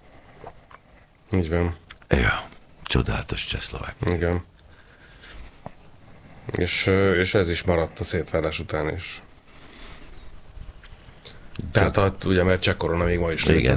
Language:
Hungarian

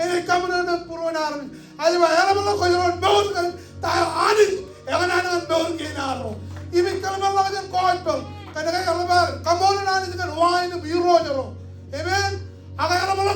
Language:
Marshallese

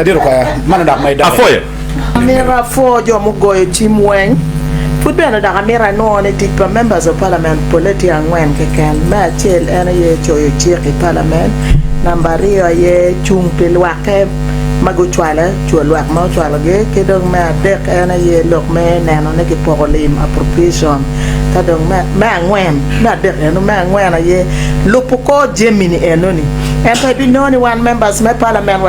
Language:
Acoli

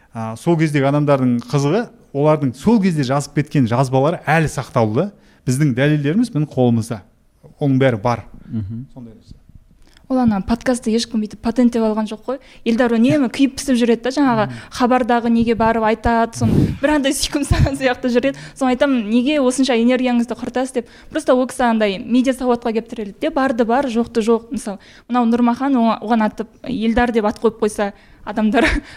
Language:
Kazakh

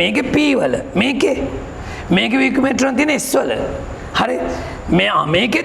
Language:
Sinhala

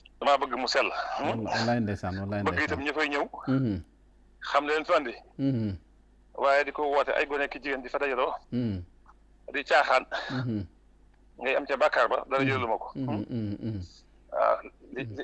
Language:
Wolof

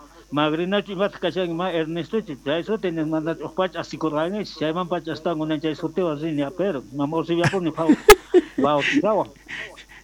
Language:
South Bolivian Quechua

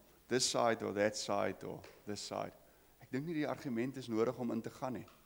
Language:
Afrikaans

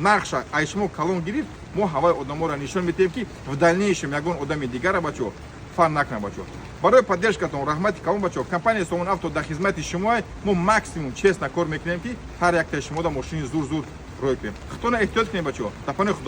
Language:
Tajik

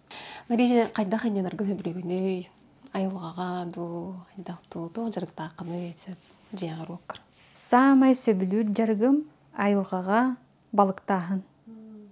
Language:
Yakut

